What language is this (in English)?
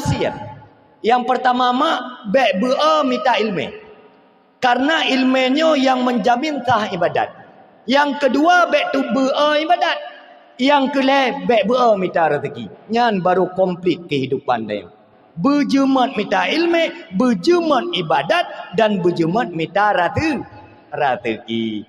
Achinese